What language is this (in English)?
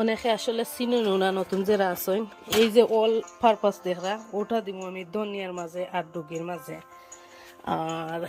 Sylheti